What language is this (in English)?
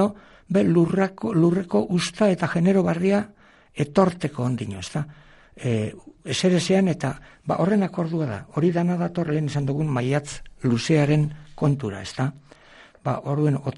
Basque